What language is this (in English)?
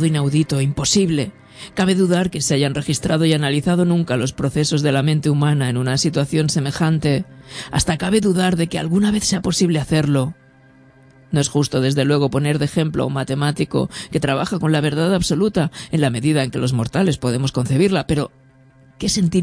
Spanish